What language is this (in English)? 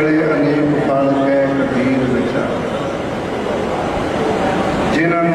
Punjabi